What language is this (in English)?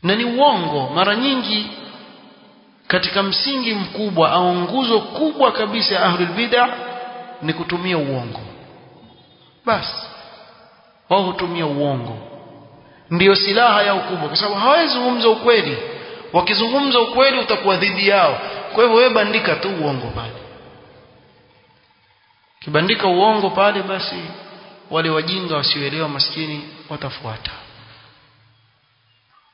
Swahili